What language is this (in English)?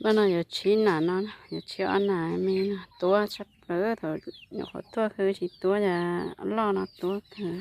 Hmong